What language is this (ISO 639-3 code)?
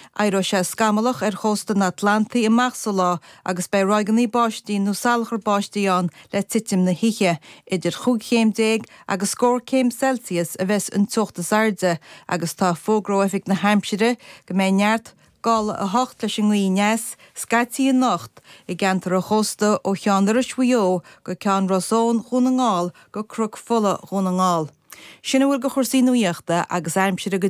gle